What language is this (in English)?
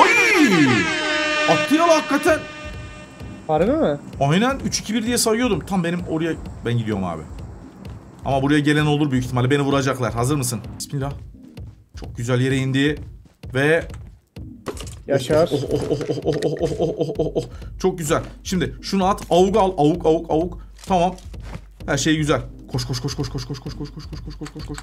Turkish